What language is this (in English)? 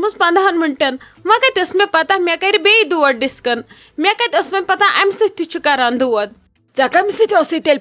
Kashmiri